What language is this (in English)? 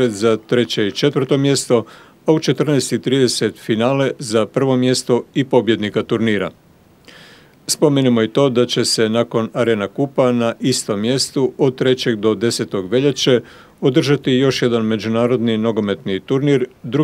Croatian